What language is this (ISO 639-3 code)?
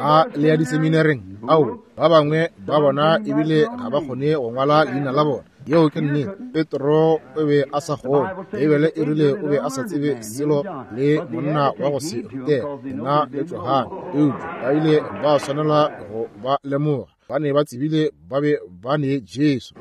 nso